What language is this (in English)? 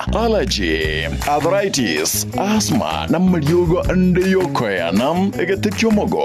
Gusii